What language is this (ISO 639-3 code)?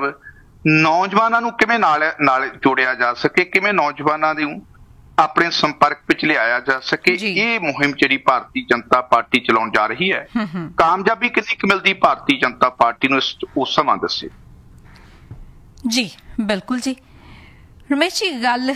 pan